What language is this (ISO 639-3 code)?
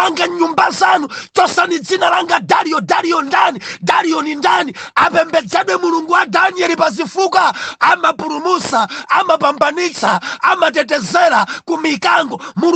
nya